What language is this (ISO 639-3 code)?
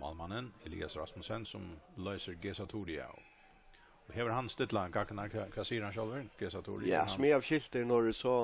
fao